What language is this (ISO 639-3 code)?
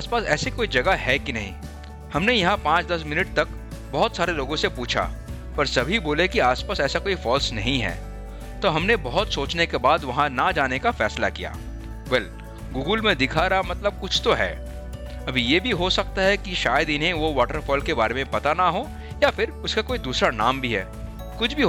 hin